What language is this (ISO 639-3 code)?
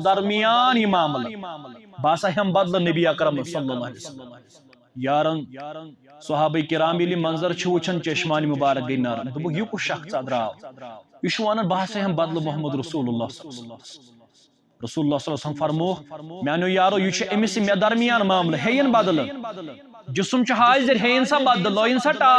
kas